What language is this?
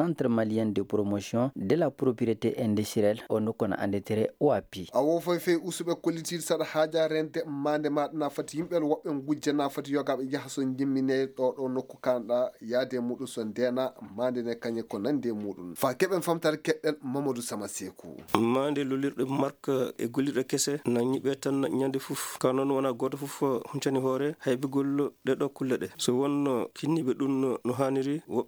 Fula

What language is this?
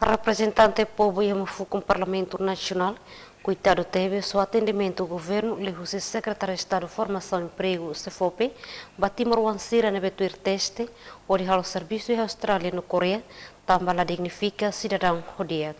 Tetum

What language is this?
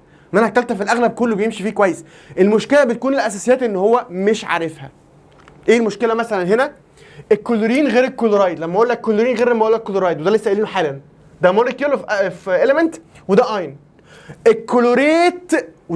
Egyptian Arabic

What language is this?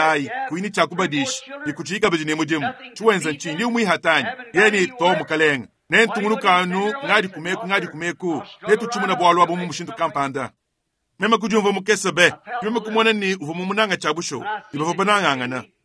Luba-Lulua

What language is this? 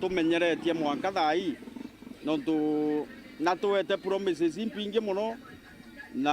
Meru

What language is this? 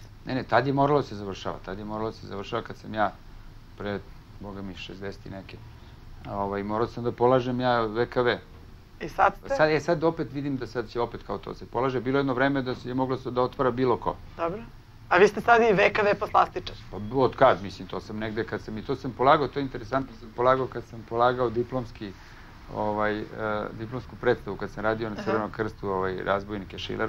Serbian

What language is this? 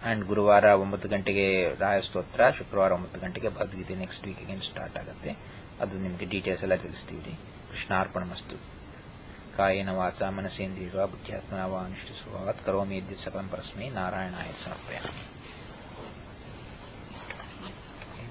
Kannada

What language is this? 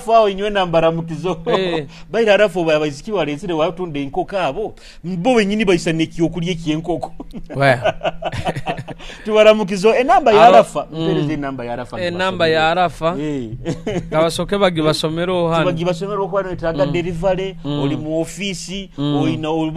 Nyoro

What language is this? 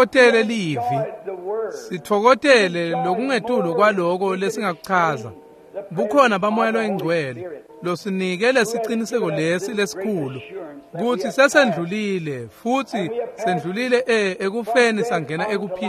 Swati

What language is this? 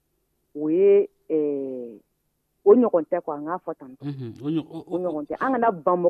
Dyula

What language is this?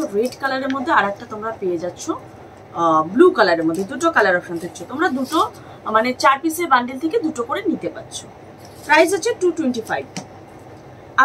Bangla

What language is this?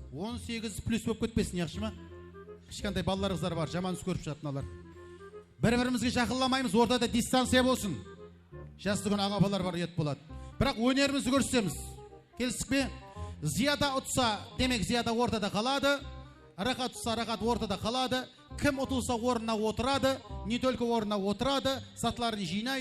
Kara-Kalpak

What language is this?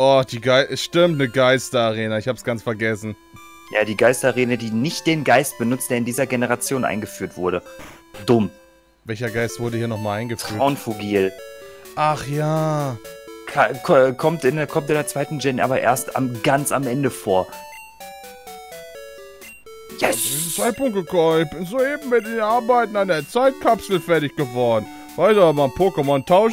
German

